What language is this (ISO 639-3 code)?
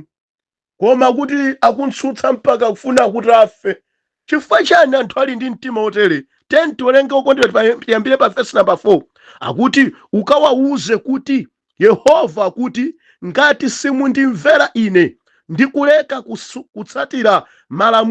nya